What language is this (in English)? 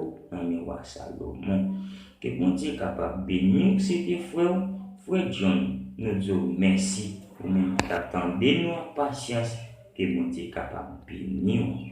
Haitian Creole